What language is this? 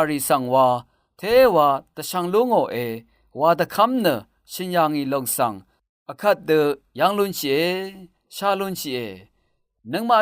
Rawang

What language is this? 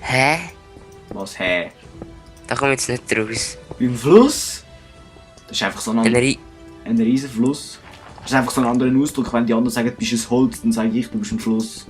Swiss German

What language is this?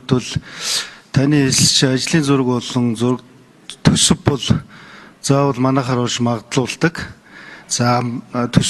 Mongolian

